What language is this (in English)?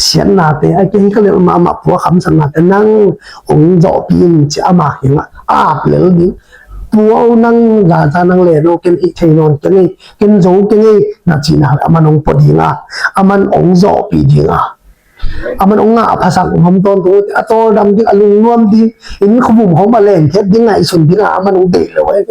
Tedim Chin